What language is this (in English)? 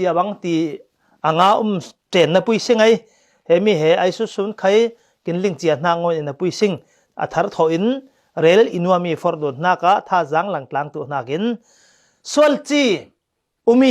Falam Chin